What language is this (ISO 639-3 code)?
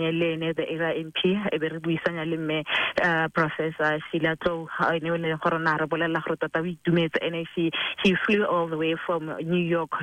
tsn